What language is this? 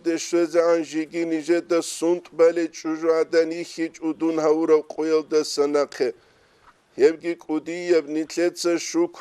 Avaric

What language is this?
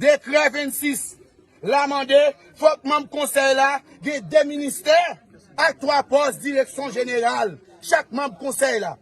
Haitian Creole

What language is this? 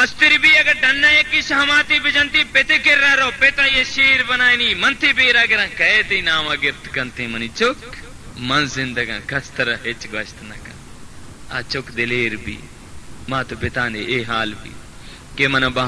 Baluchi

